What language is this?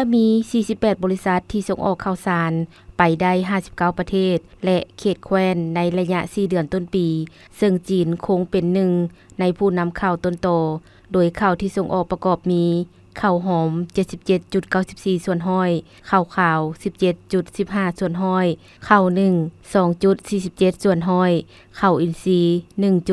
Lao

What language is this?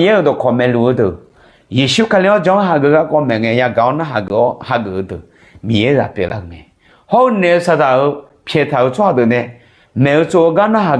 Akha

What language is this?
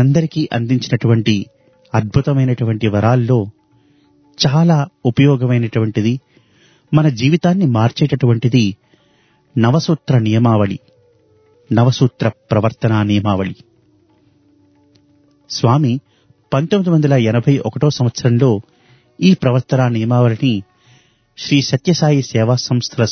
Telugu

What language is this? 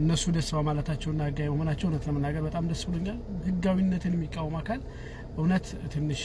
Amharic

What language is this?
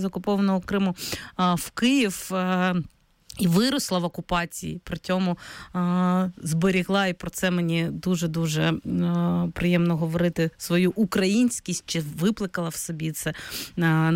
Ukrainian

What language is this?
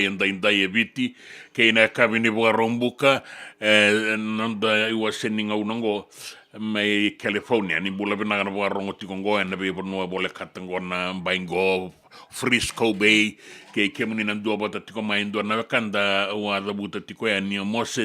Fijian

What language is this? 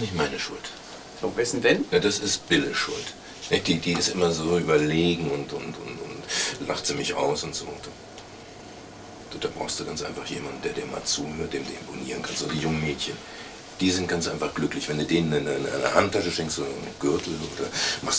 German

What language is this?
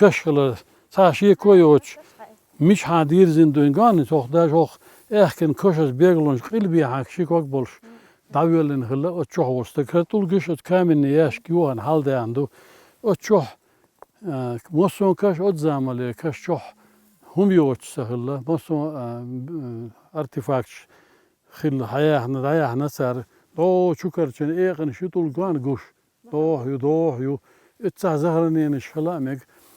Chechen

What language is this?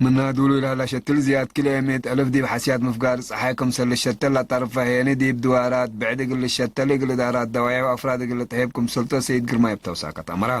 Tigre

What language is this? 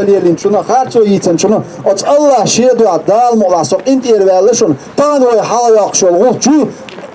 Chechen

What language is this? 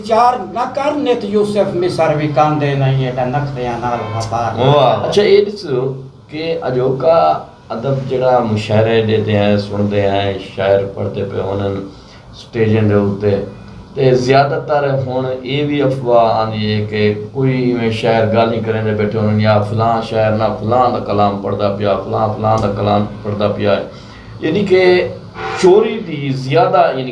Saraiki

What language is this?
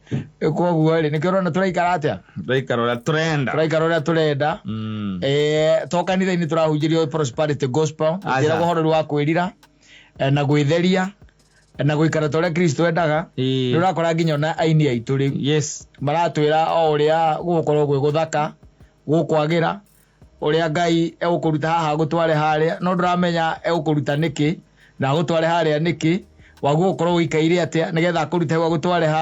Kikuyu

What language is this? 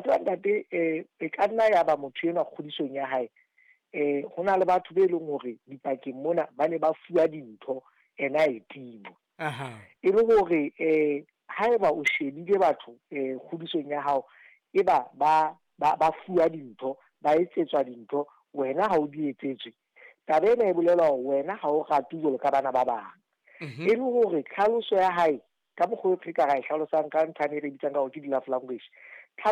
Southern Sotho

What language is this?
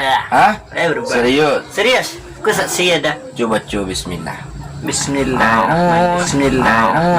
Minangkabau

